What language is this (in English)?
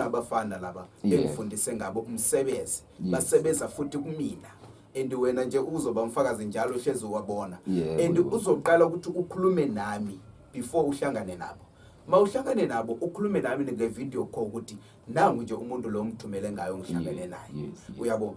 Zulu